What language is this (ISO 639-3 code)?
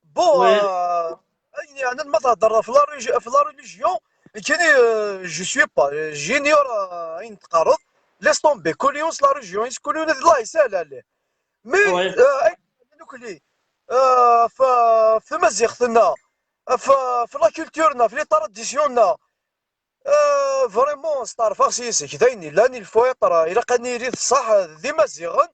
kab